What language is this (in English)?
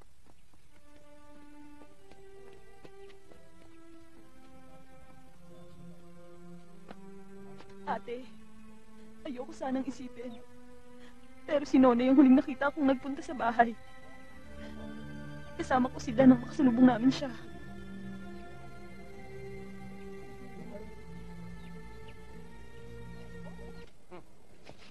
Filipino